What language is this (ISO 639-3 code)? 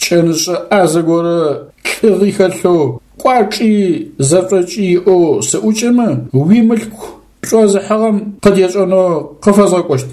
ady